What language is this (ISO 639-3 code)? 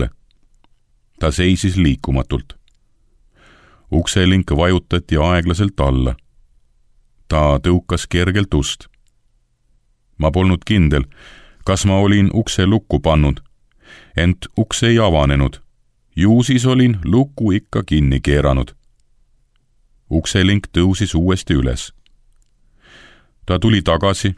est